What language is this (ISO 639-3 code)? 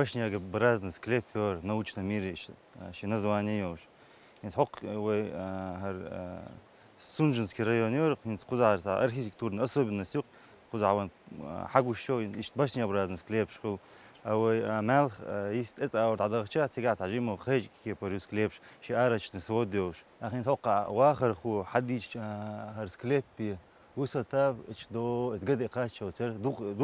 che